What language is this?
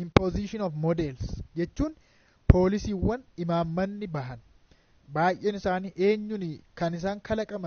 Oromo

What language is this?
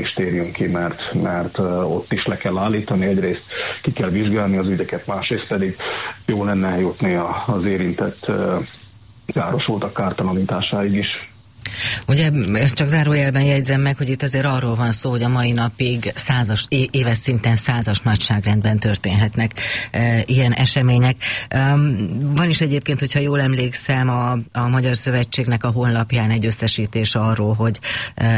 Hungarian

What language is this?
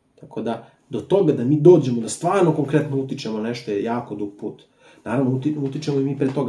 Serbian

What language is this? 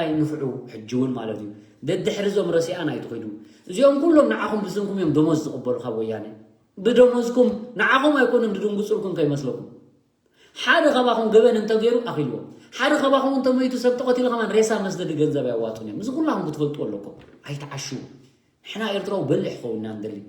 Tigrinya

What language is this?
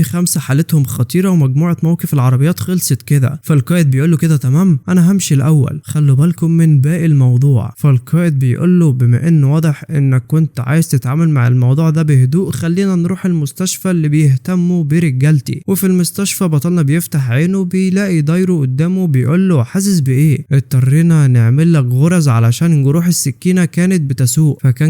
Egyptian Arabic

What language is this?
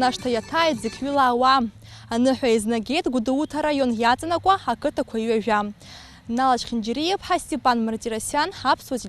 Abkhazian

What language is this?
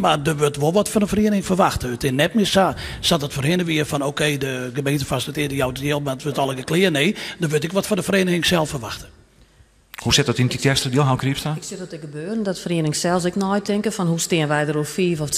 Western Frisian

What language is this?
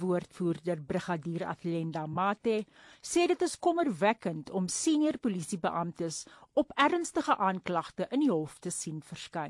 Afrikaans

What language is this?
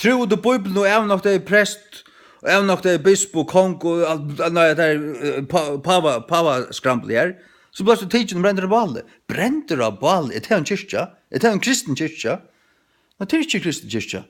Faroese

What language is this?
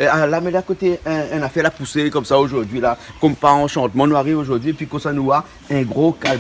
Réunion Creole French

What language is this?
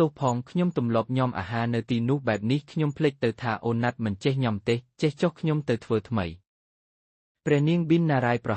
Khmer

